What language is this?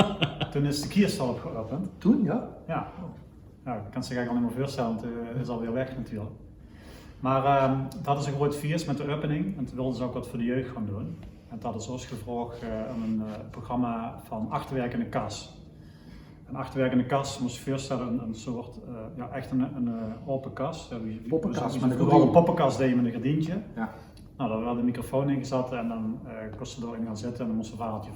Limburgish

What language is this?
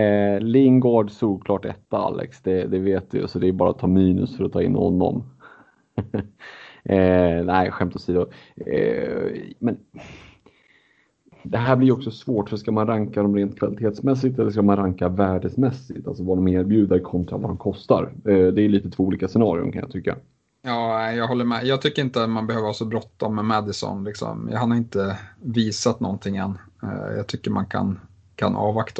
Swedish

